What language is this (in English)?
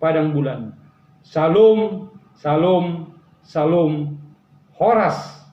Batak Simalungun